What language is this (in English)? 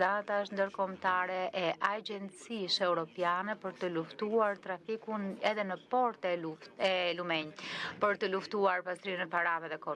Albanian